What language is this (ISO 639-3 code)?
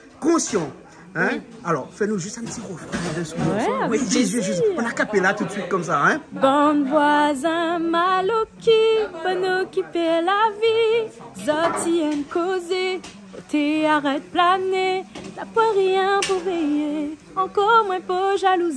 rcf